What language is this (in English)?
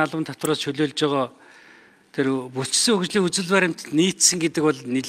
Mongolian